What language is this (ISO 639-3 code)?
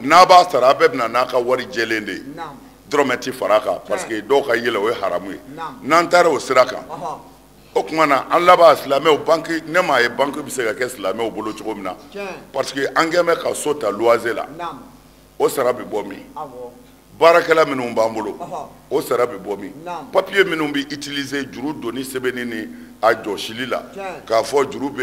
bam